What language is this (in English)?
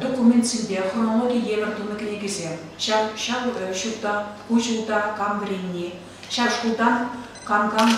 Chuvash